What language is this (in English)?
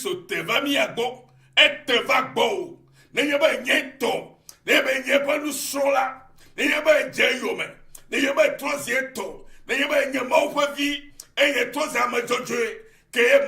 Ewe